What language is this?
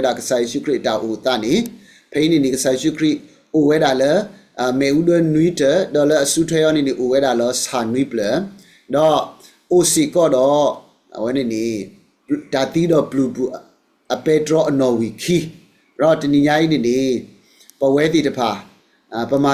S'gaw Karen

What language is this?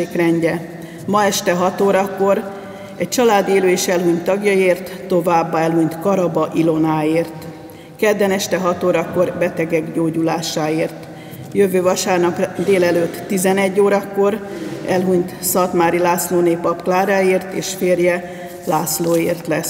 Hungarian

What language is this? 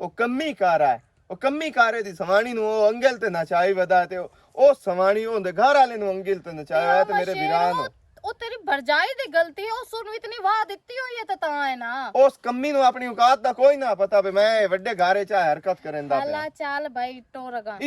Western Panjabi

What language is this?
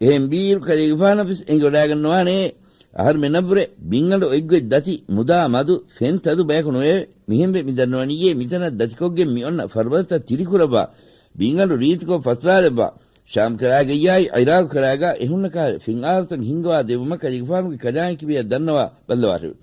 Divehi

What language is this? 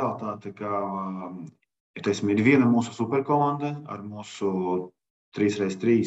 Latvian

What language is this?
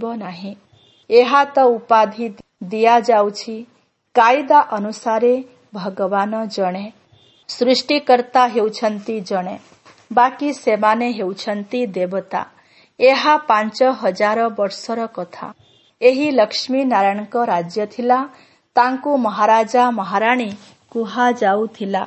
Odia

